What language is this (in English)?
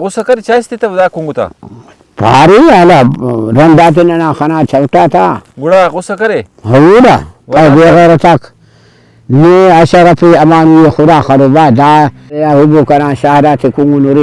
Brahui